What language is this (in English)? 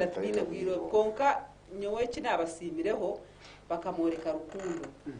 Nyankole